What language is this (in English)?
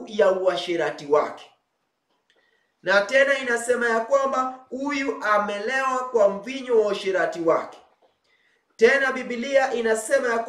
Swahili